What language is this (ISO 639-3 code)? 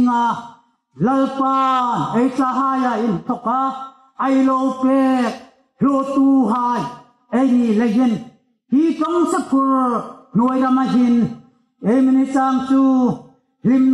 hmr